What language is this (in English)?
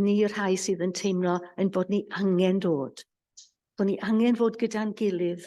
Welsh